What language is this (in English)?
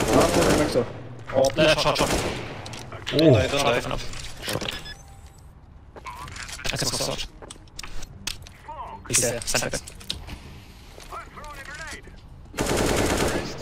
German